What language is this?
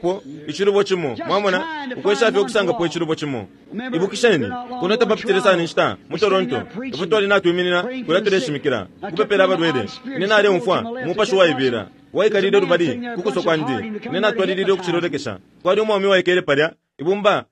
Bemba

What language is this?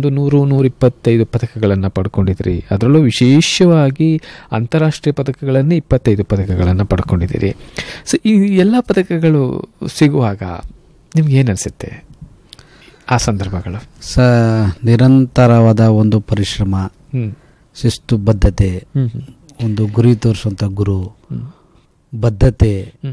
Kannada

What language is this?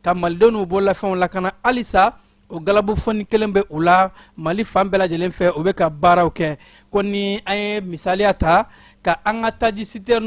Bambara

